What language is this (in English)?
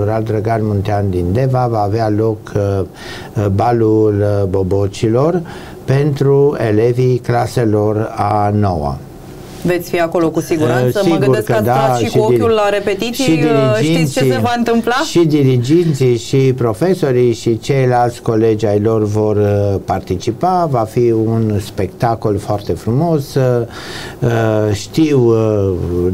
Romanian